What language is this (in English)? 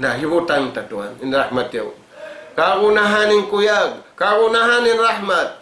Tausug